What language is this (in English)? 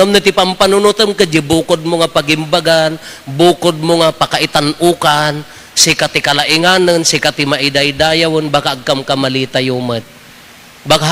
Iloko